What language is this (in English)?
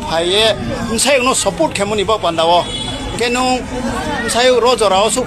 Riang (India)